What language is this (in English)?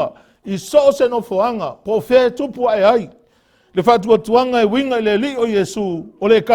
Samoan